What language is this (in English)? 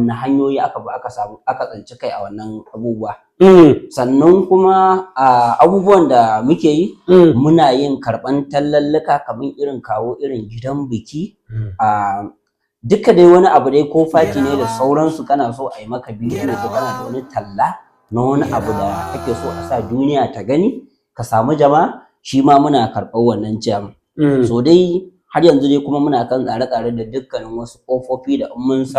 Hausa